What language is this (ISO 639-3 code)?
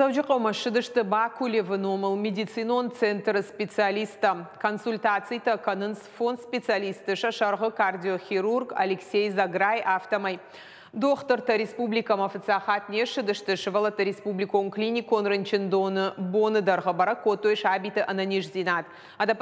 oss